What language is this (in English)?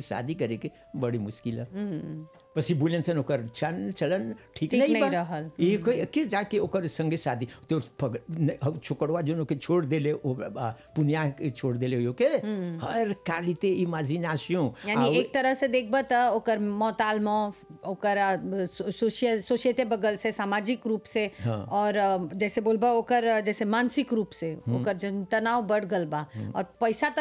Bhojpuri